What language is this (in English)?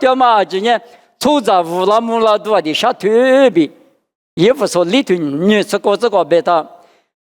Lisu